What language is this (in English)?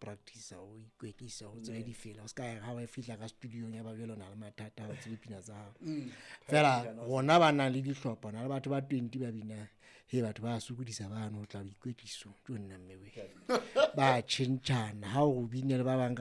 Southern Sotho